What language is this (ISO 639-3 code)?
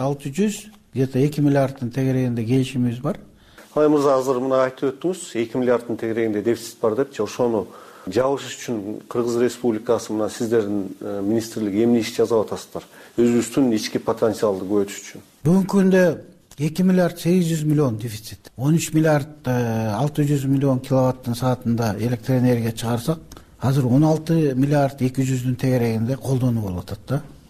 kir